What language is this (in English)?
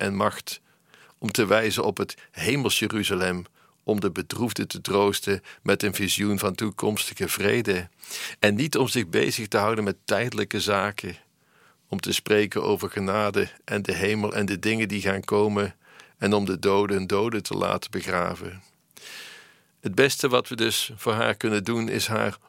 Dutch